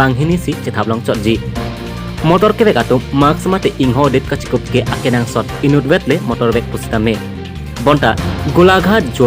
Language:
Karbi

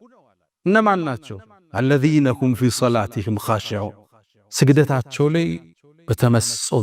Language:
Amharic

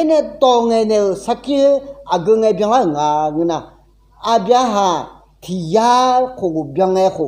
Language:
Akha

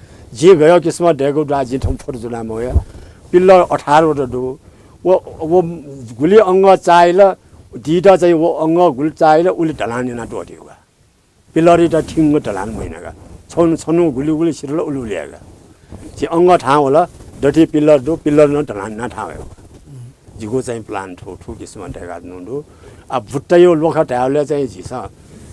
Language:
Newari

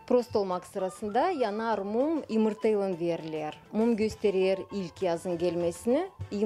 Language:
Gagauz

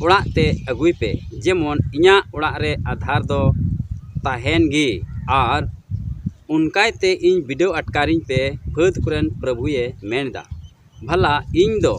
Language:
Santali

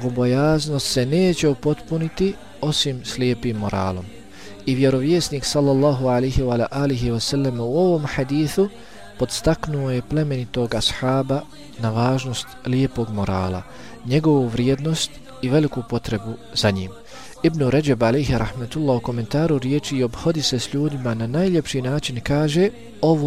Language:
Bosnian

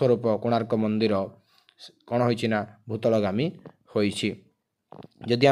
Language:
Odia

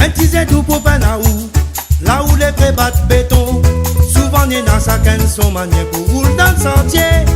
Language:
Réunion Creole French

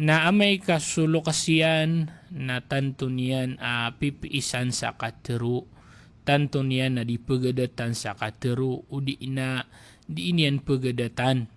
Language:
Maranao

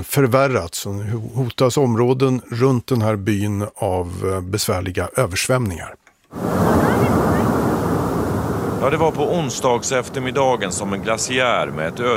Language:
Swedish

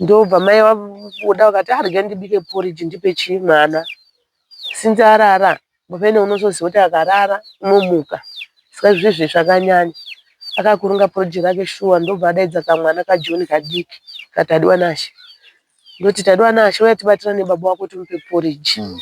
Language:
Shona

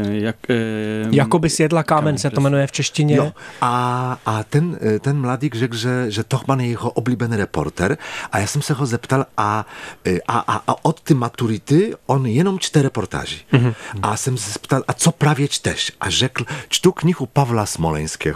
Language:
Czech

